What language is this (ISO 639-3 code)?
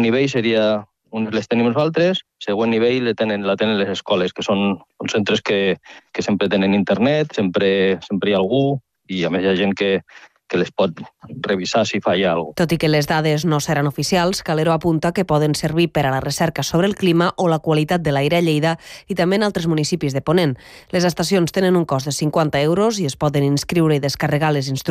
cat